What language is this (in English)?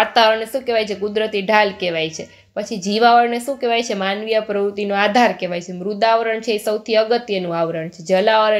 Gujarati